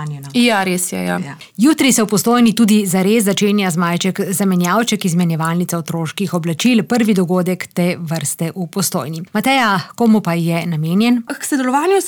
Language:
Slovenian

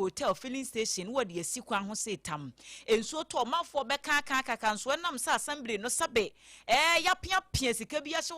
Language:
Akan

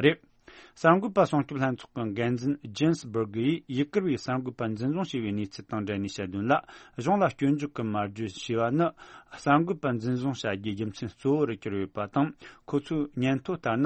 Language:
Tibetan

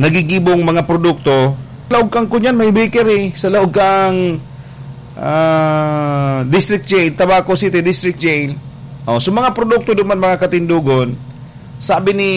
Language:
Bikol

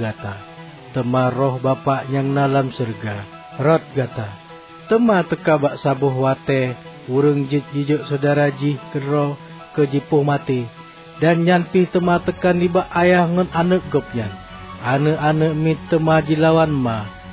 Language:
Achinese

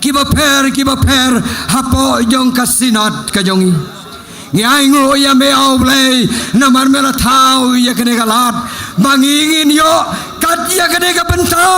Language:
Khasi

